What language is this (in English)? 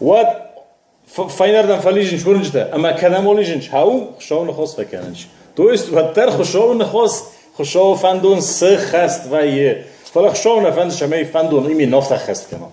Ossetic